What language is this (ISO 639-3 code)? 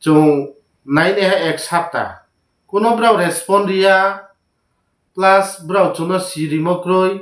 ria